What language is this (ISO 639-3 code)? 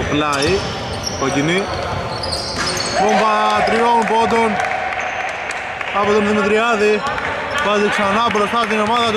ell